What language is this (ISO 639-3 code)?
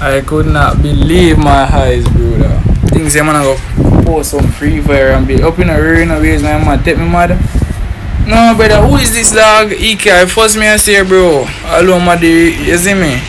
jam